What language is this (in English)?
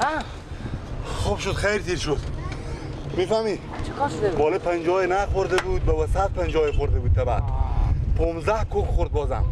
Persian